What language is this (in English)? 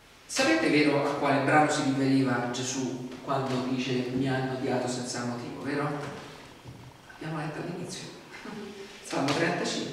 Italian